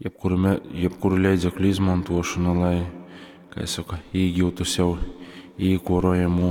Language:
Latgalian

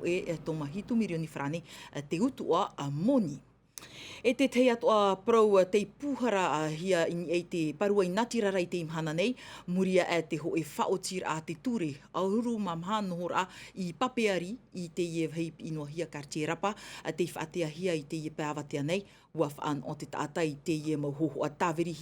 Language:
Tahitian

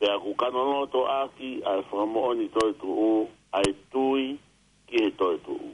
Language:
Tongan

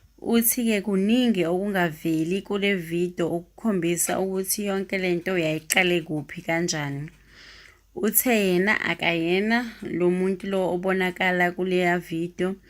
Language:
Zulu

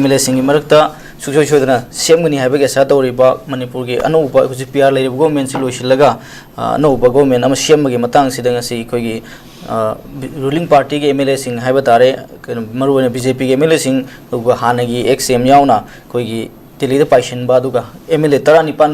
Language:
Manipuri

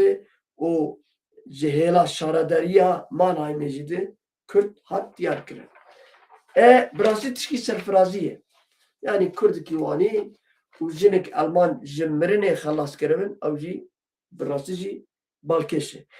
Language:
Kurdish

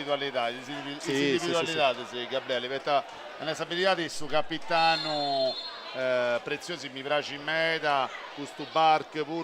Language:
Sardinian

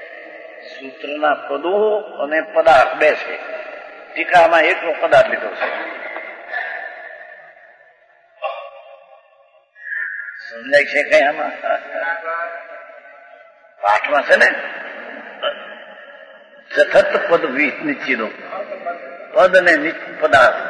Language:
Gujarati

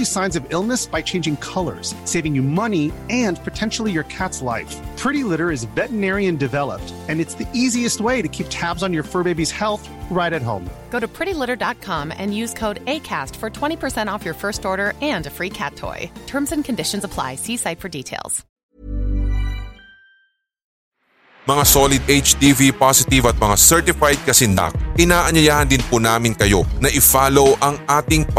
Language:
Filipino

